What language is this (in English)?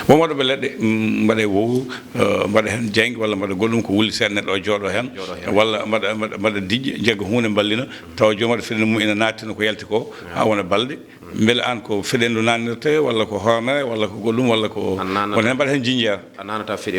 Fula